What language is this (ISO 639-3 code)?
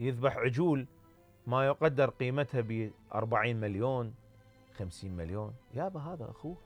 acm